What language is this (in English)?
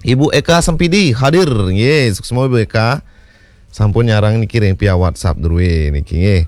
Balinese